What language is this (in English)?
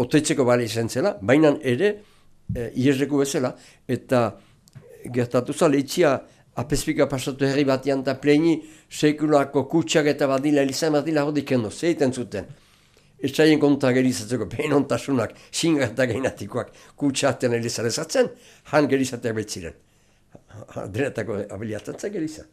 Basque